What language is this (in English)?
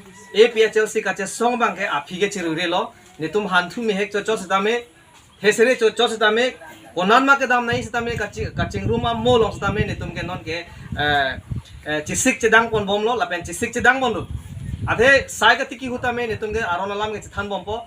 Karbi